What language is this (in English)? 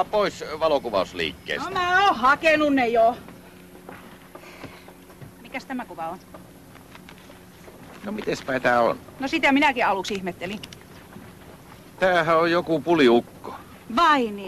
Finnish